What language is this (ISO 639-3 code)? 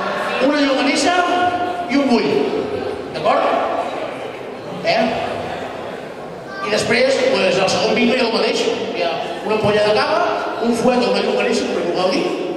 cat